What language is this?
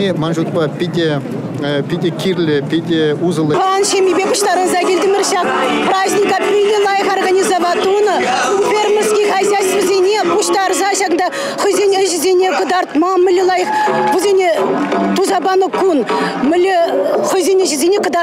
Chuvash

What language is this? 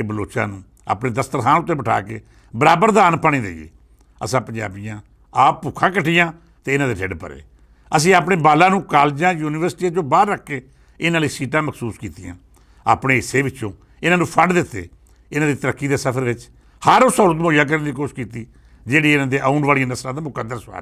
Western Panjabi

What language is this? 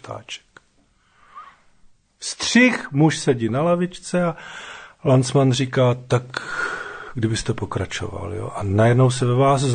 Czech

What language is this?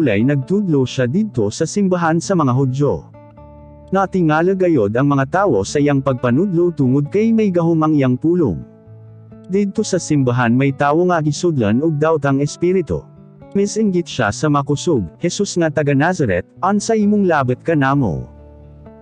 Cebuano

